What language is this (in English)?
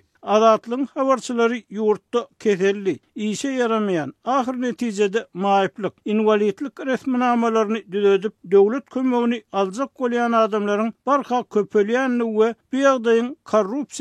Turkmen